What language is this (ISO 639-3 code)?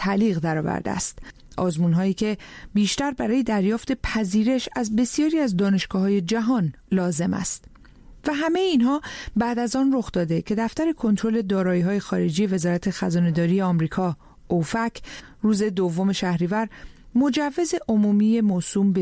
fas